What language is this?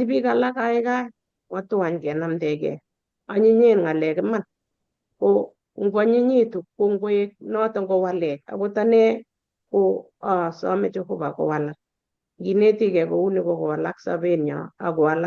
Kalenjin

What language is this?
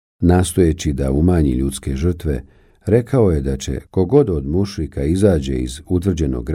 Bosnian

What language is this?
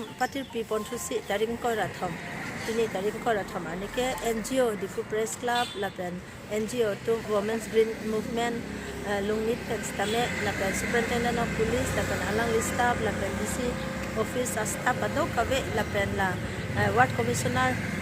Karbi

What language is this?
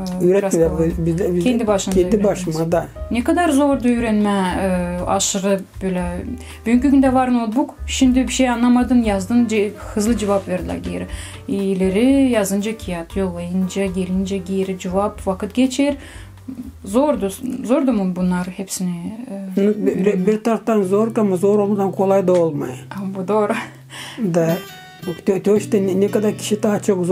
Gagauz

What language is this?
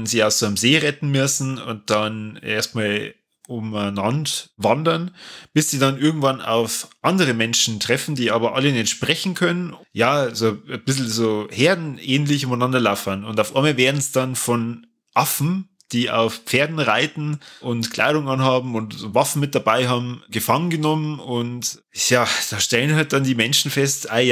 Bavarian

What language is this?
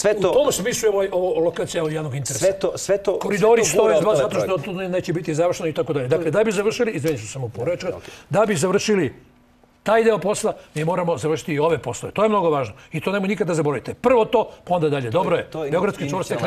Serbian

